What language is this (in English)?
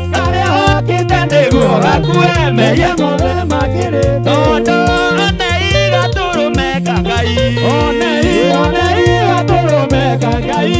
Kikuyu